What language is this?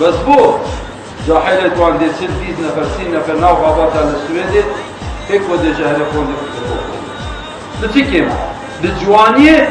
Kurdish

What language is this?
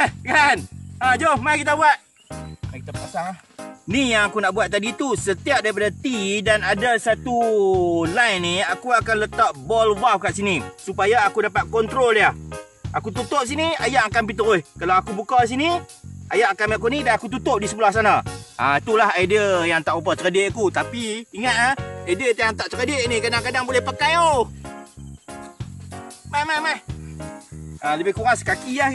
Malay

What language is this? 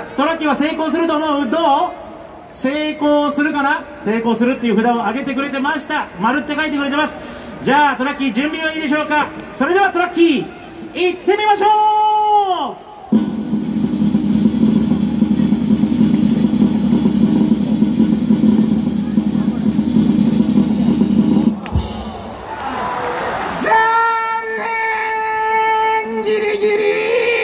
Japanese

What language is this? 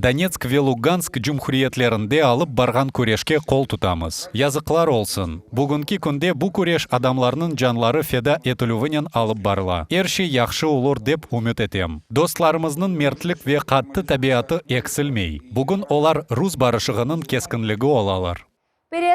Crimean Tatar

